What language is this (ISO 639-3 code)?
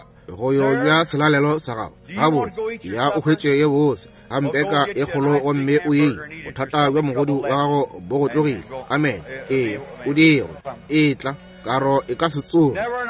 nso